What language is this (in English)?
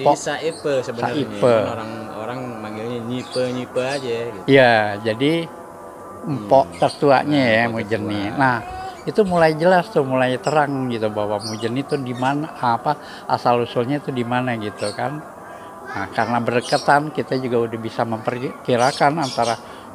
Betawi